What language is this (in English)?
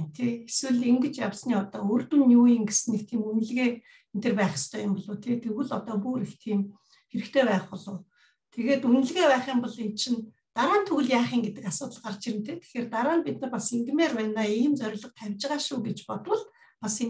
Mongolian